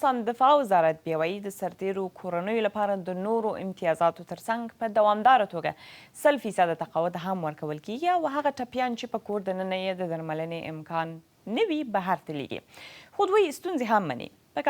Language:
Pashto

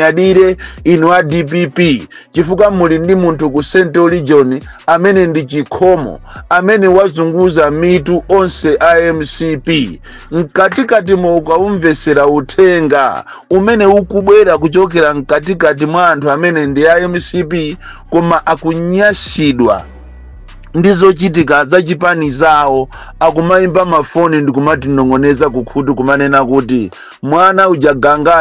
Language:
Nyanja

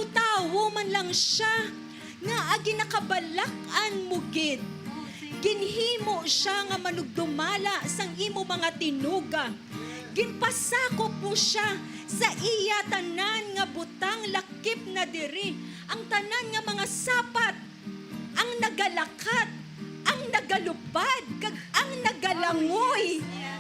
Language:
Hiligaynon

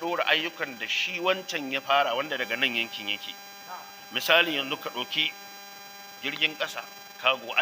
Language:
Hausa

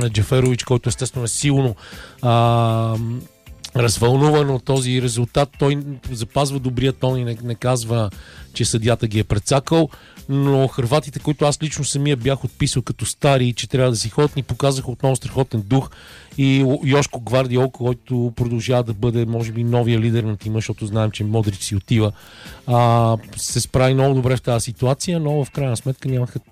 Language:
Bulgarian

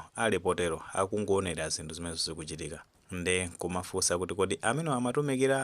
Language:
Nyanja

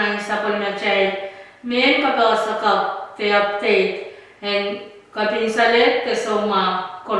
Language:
Pohnpeian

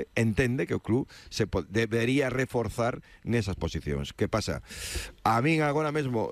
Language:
Galician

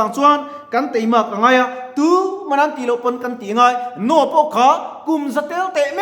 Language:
Mizo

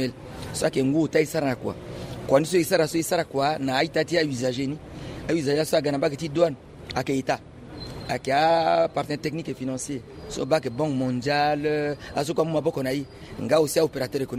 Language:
Sango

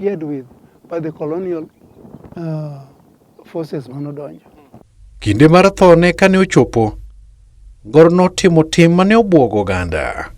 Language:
Luo (Kenya and Tanzania)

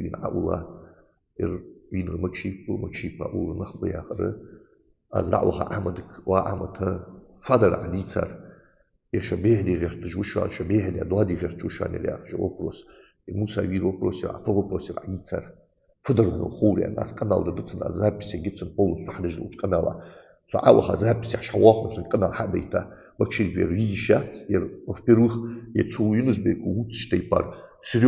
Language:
Ingush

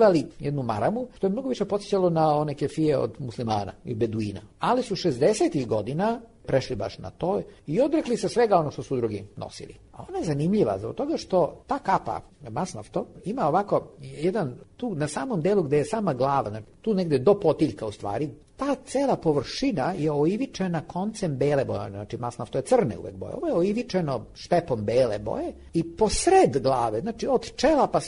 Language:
Serbian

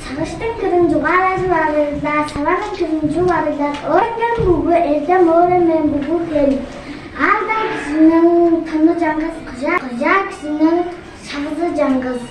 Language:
Tuvinian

